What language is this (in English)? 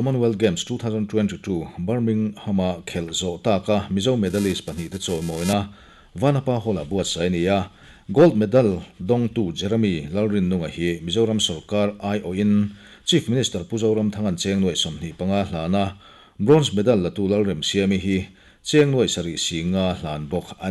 Mizo